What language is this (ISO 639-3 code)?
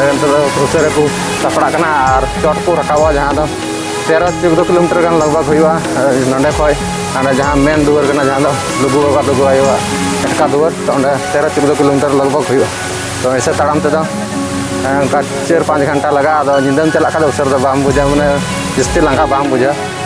sat